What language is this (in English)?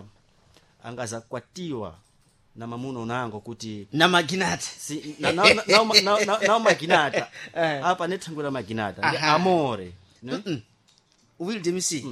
Sena